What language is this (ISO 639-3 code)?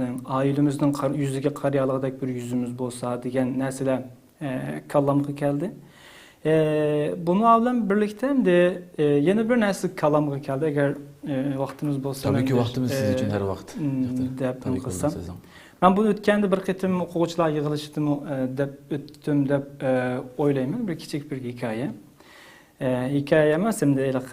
uig